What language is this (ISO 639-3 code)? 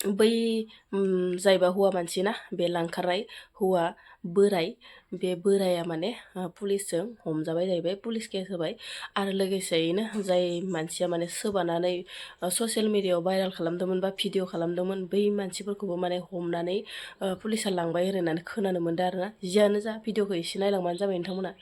brx